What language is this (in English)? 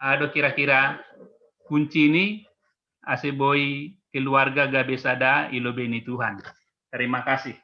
Batak Simalungun